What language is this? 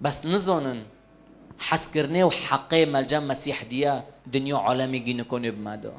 Kurdish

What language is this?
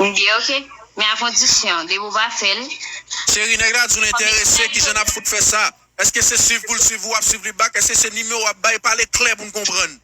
Haitian Creole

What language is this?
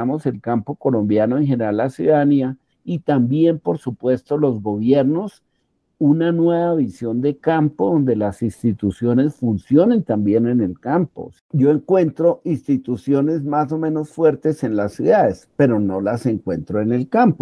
Spanish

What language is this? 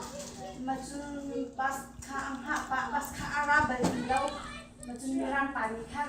Hakha Chin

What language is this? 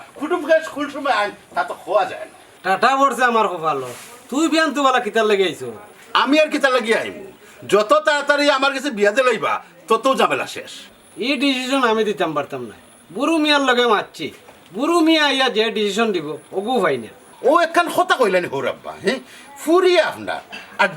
Sylheti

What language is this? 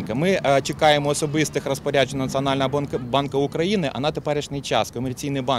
Ukrainian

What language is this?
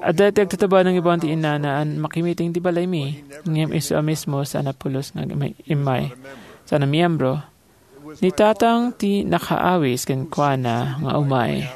Iloko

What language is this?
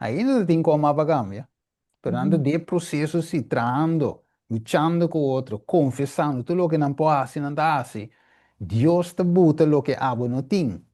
Papiamento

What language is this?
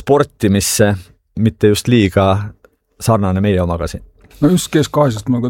Estonian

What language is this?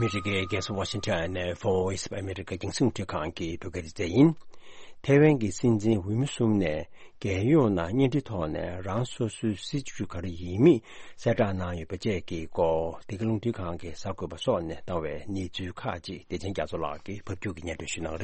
Tibetan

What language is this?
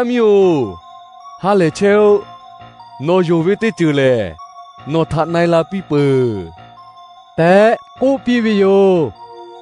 Lahu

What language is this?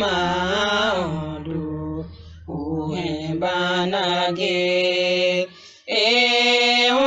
Tiv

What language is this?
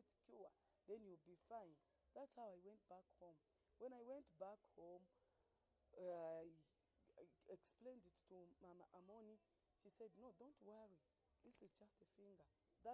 Ewe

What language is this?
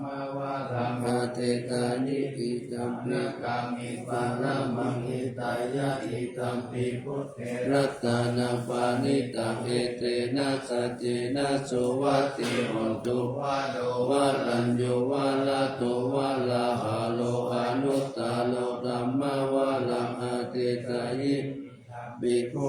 Pali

